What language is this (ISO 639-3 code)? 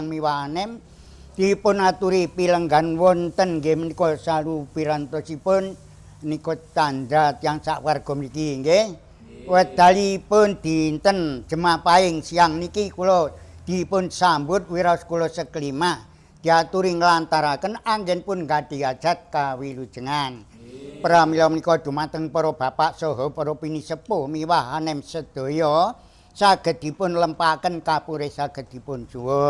jav